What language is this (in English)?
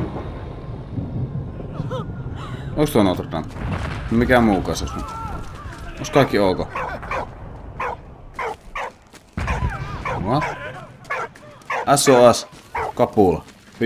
Finnish